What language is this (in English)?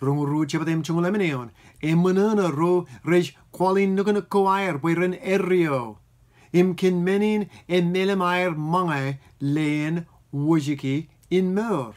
Marshallese